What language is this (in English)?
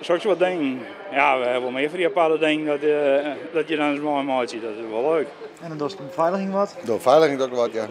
Western Frisian